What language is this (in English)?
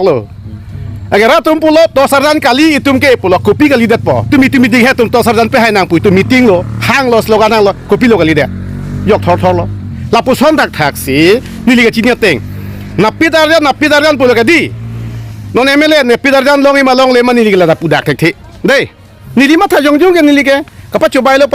Karbi